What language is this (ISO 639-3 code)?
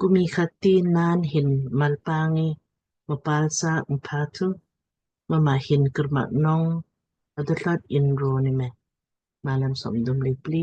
lmk